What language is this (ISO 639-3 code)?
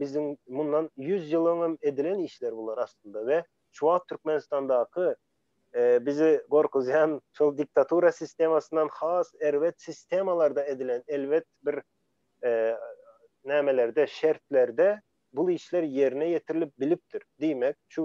tuk